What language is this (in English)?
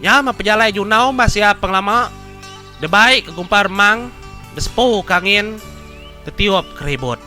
Iban